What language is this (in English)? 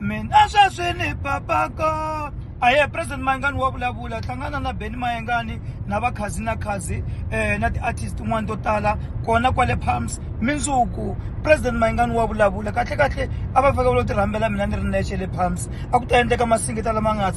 Tsonga